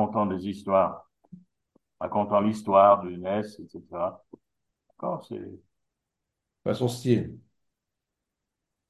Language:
French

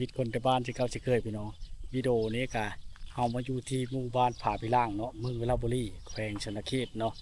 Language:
Lao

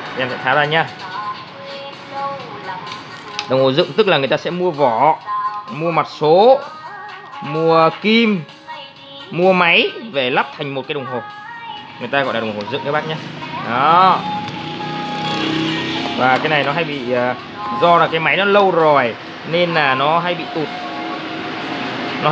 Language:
Vietnamese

